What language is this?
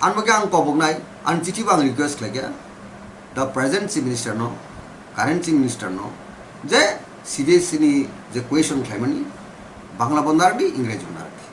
Kok Borok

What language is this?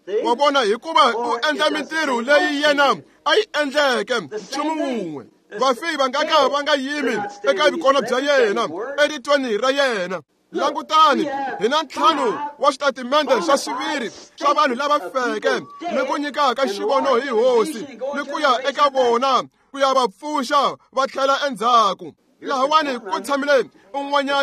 Tsonga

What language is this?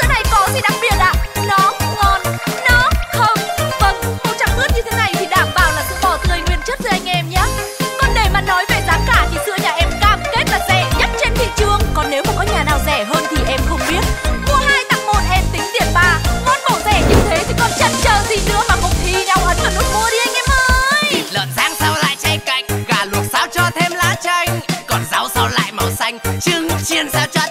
Vietnamese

